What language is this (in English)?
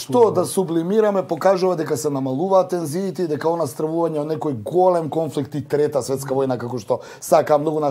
Macedonian